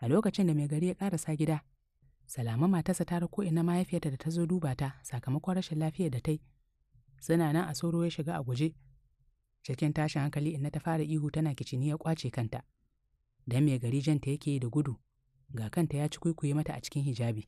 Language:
Hausa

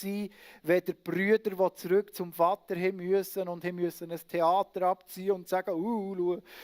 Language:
Swiss German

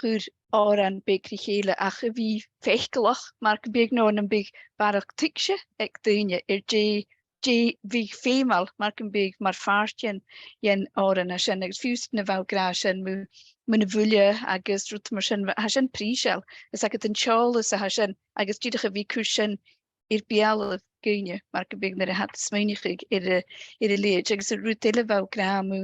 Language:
Scottish Gaelic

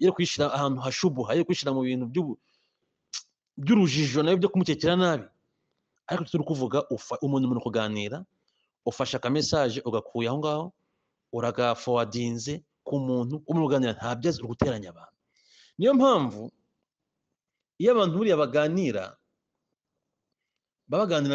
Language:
Kinyarwanda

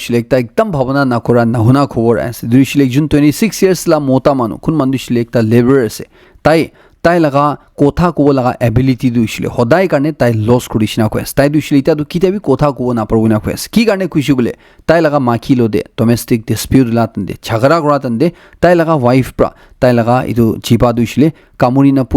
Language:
Naga Pidgin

